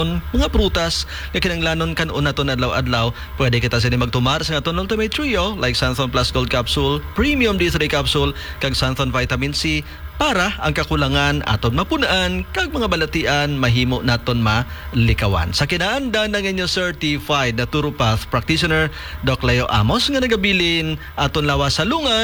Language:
Hiligaynon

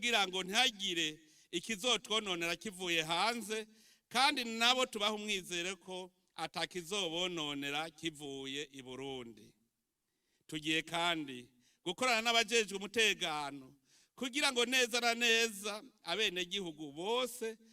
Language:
Rundi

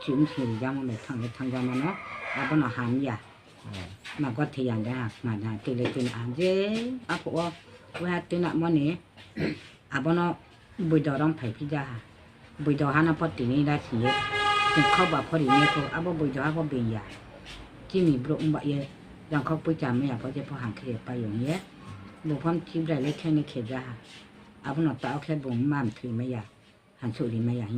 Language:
Riang (India)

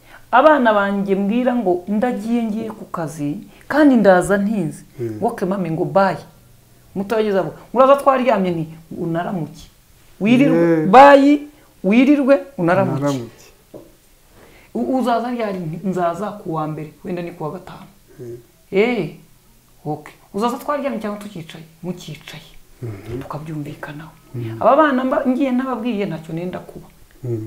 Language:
Kinyarwanda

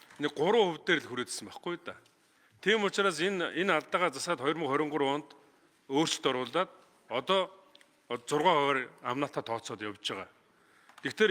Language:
Mongolian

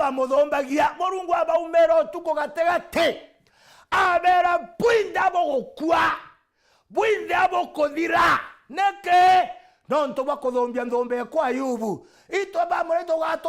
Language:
Meru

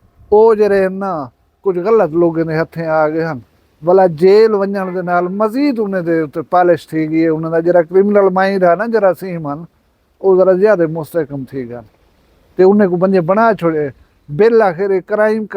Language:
Saraiki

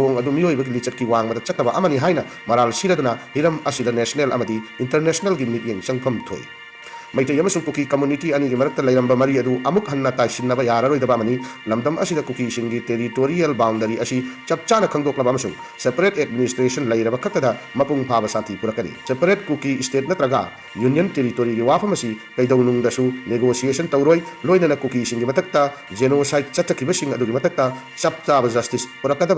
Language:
Manipuri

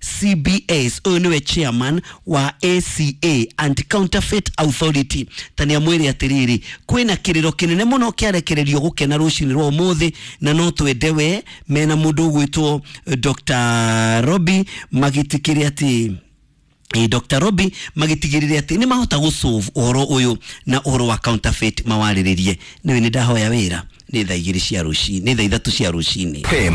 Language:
Kikuyu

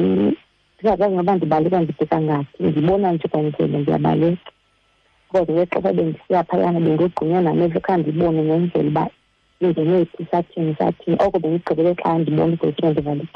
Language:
Xhosa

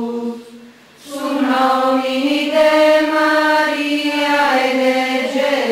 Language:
Sardinian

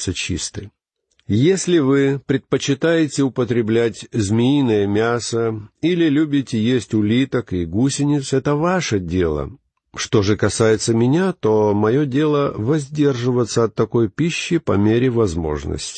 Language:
Russian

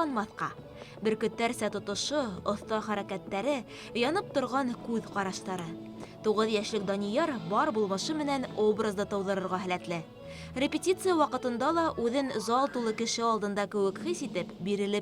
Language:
Bashkir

